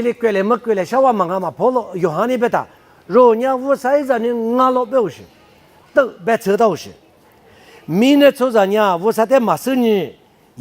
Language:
Lisu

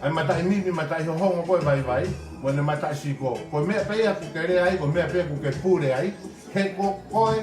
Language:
Tongan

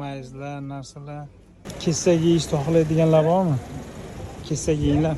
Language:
Uzbek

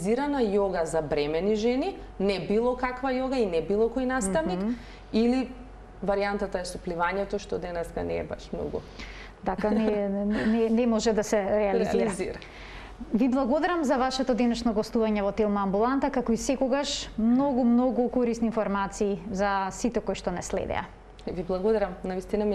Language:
Macedonian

